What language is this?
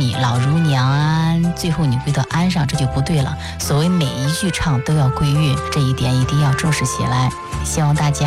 Chinese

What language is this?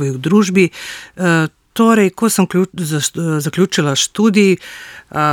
Slovenian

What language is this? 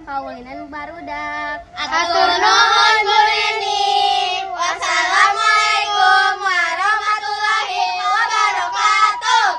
Sundanese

